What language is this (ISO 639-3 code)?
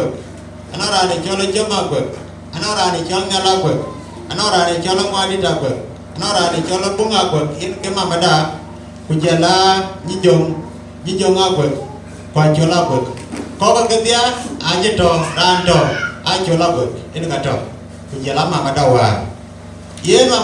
din